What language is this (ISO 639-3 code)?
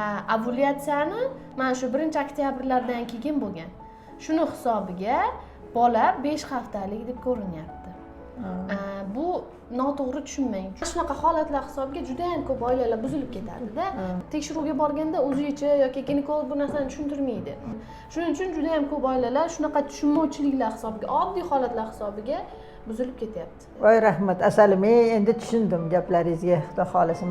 uzb